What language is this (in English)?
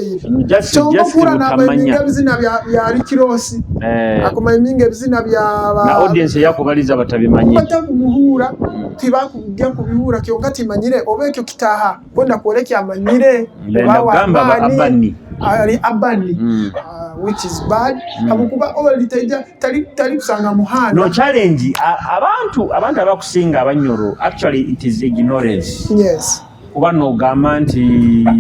Nyoro